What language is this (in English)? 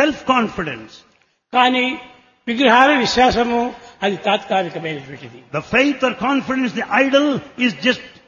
Telugu